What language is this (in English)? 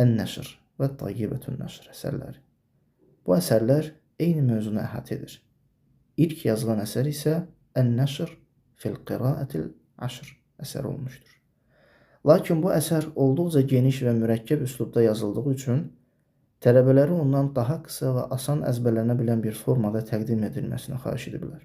Azerbaijani